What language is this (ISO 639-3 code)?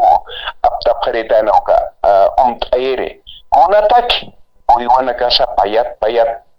aym